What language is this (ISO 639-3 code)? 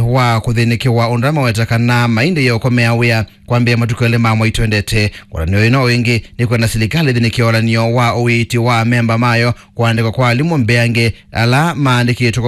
kam